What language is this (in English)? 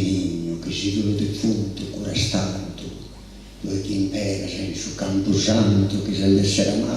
Sardinian